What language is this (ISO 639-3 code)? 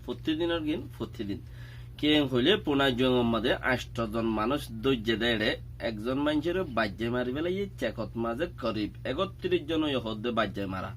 rhg